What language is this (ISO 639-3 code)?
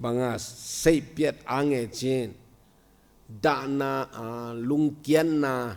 ctd